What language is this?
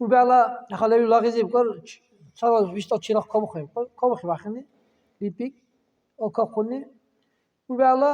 Dargwa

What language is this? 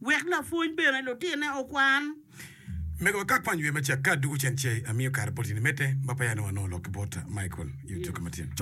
Acoli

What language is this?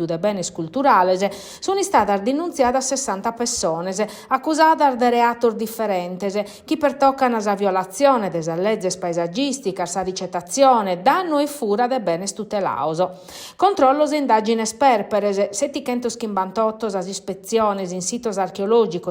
Sardinian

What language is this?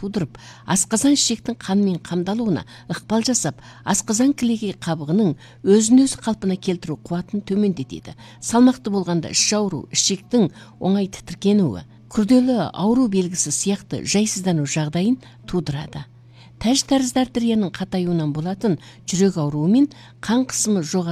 Kazakh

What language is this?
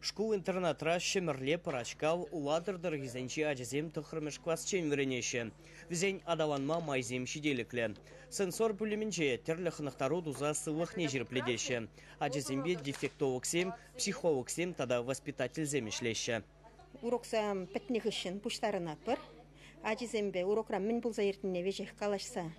Chuvash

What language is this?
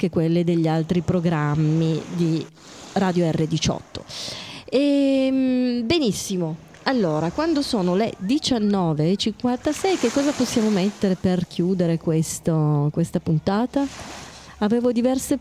Italian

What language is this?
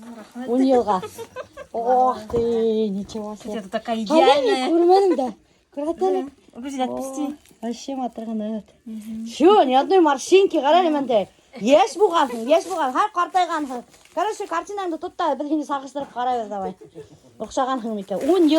Bashkir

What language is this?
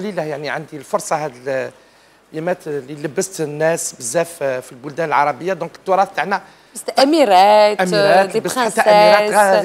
Algerian Arabic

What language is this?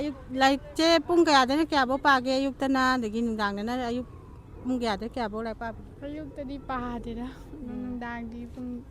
Manipuri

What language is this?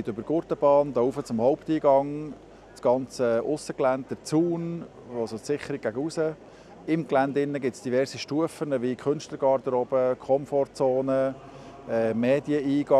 Swiss German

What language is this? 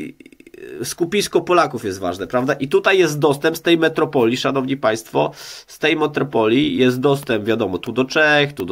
Polish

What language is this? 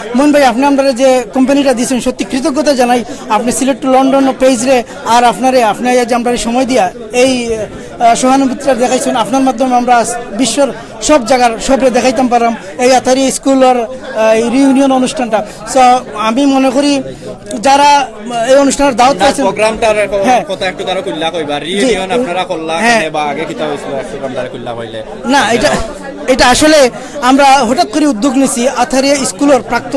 Sylheti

